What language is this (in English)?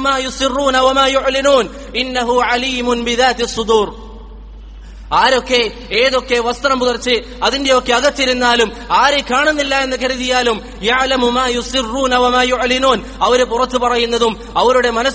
Malayalam